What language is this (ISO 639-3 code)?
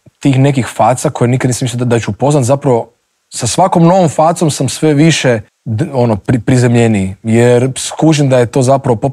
hrv